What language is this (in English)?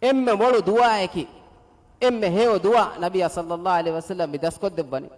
Divehi